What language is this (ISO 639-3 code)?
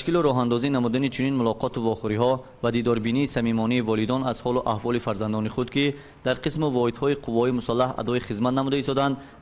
tgk